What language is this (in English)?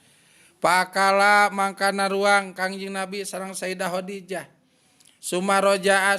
Sundanese